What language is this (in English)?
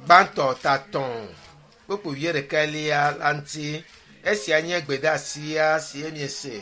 Ewe